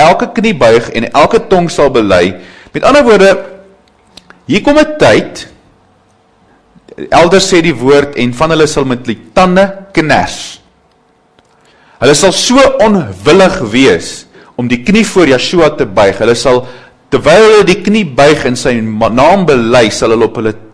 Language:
Afrikaans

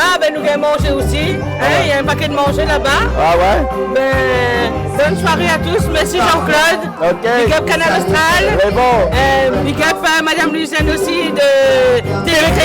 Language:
Réunion Creole French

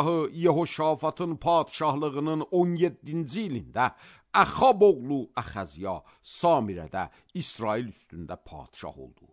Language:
Azerbaijani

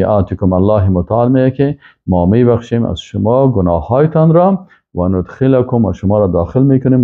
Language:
Persian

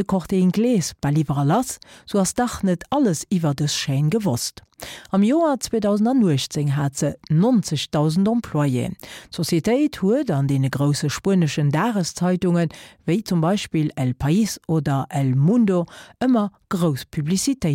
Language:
Luxembourgish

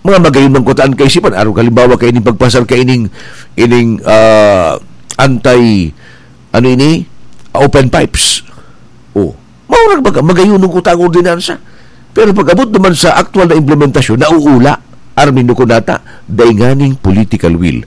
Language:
Bikol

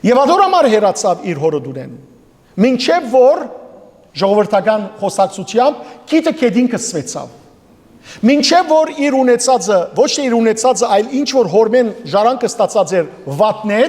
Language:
Western Armenian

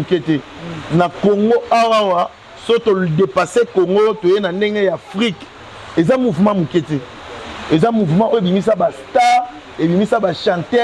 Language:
Lingala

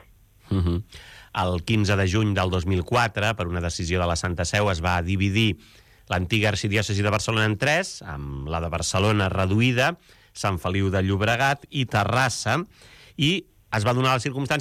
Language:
Catalan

